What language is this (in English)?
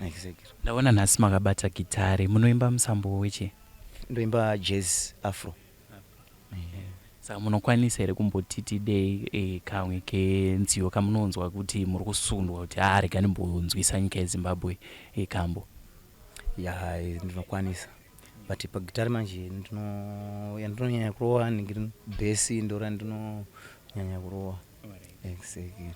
Shona